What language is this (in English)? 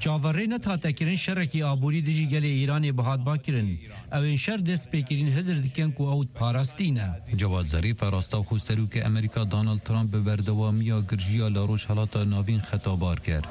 Kurdish